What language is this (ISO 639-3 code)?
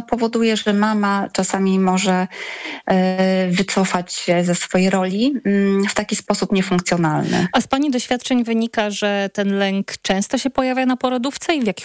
pol